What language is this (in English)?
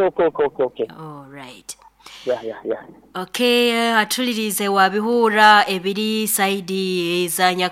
Nyoro